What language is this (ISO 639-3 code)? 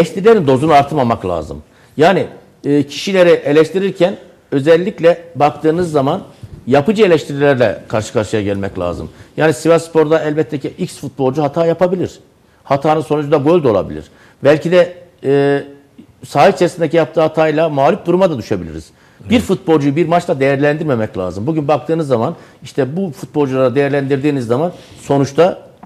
tur